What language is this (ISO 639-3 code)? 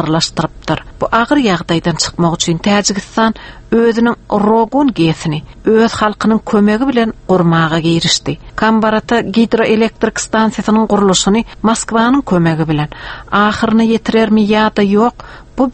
tuk